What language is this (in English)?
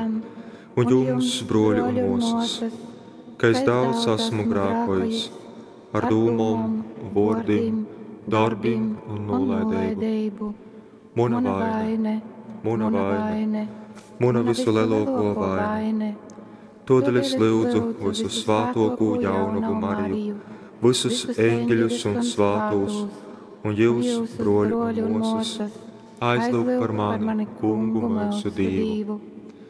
Latgalian